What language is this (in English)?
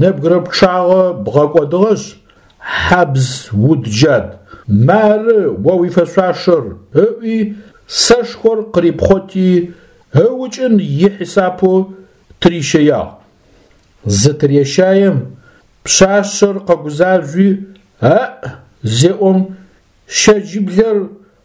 Adyghe